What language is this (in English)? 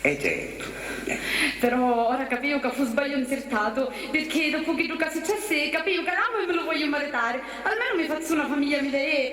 Sicilian